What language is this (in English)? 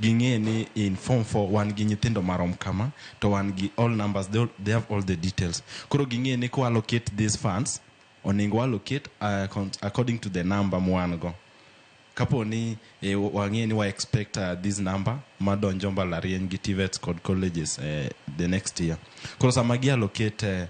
Luo (Kenya and Tanzania)